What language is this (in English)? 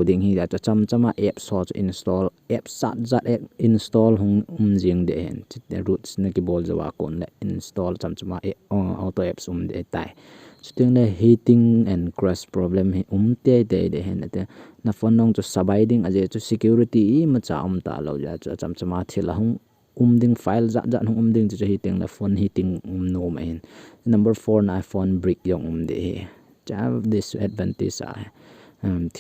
Thado Chin